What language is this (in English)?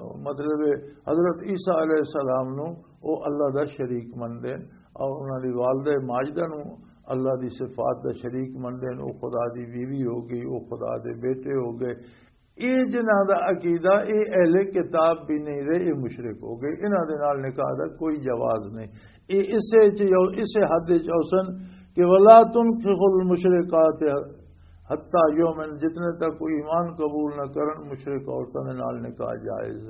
Western Panjabi